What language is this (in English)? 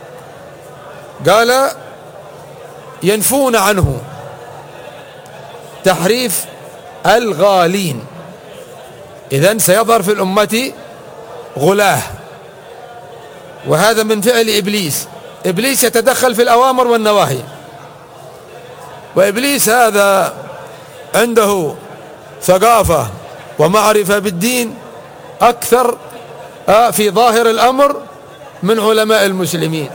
Arabic